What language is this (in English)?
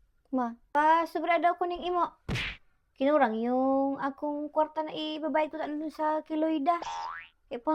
Bikol